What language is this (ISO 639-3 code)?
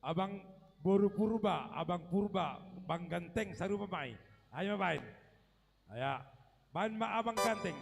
bts